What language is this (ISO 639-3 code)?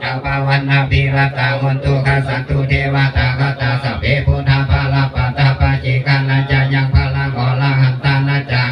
pli